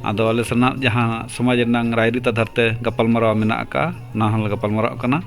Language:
Santali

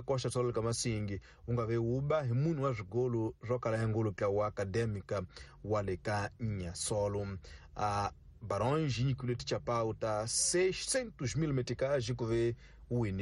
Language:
Tsonga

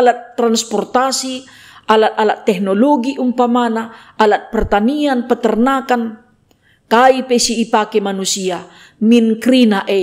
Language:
Batak Karo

